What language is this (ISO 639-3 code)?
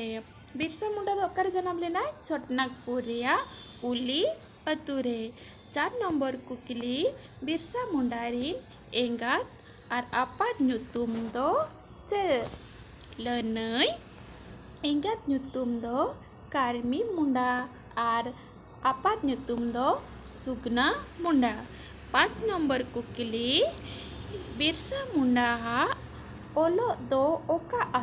sat